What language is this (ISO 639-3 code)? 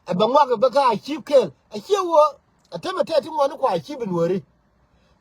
nus